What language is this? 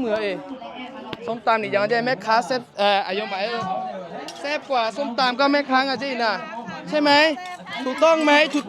Akha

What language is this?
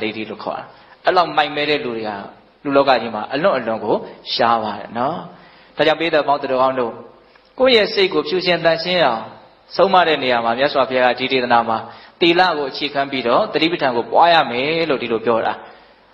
Burmese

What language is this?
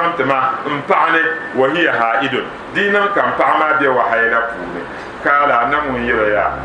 Dagbani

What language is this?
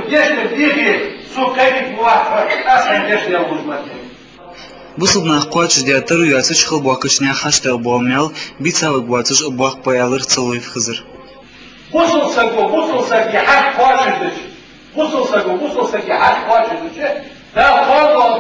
Ingush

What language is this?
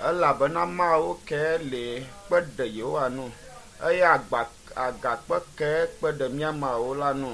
Ewe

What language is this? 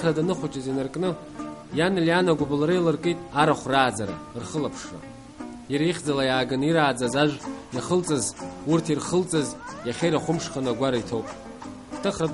Abkhazian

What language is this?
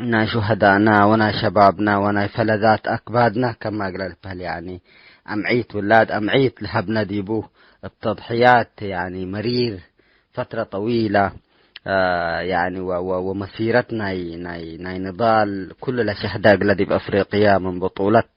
Tigre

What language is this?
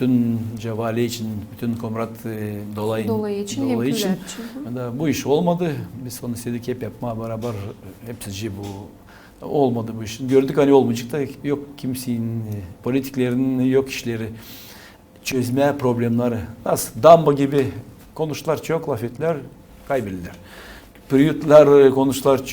Gagauz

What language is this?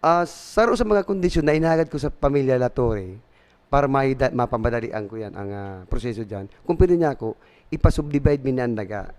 Bikol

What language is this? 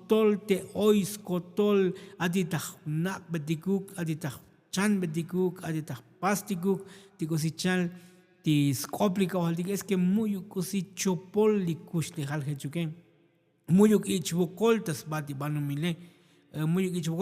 Tzotzil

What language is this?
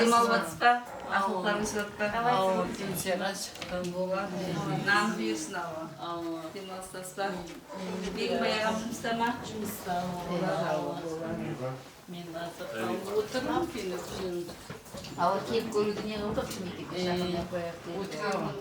Kara-Kalpak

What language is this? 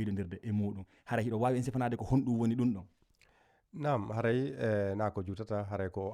Fula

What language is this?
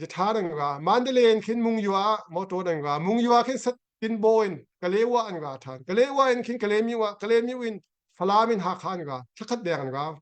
Hakha Chin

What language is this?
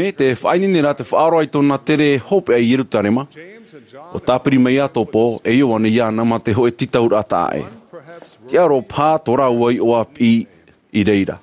Tahitian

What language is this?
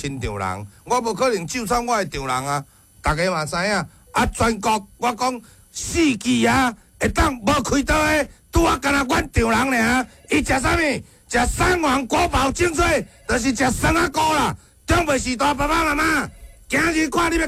Min Nan Chinese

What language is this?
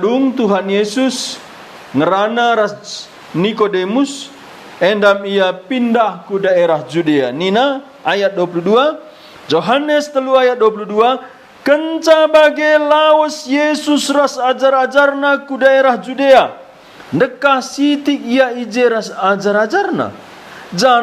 Batak Karo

